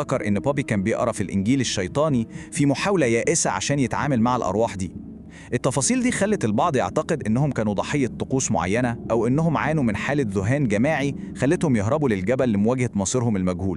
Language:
Egyptian Arabic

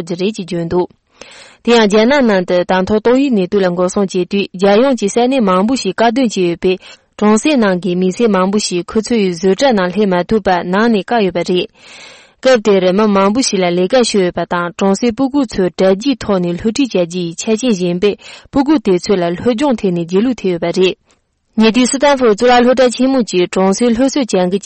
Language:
Tibetan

